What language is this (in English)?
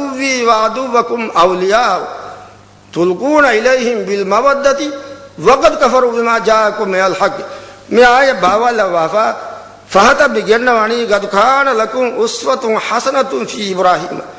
Divehi